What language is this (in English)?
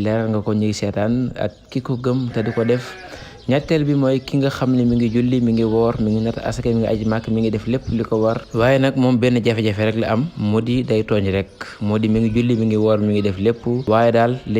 Wolof